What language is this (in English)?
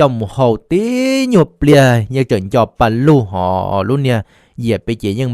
Hmong